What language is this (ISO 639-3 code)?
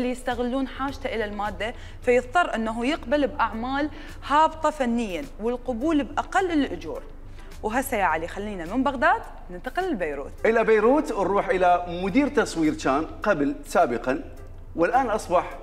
acm